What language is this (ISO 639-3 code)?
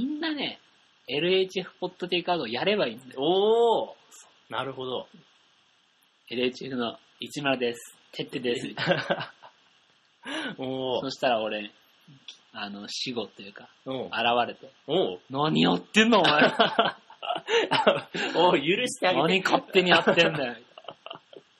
jpn